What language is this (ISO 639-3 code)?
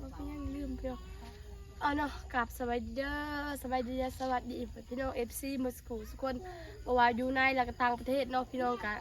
tts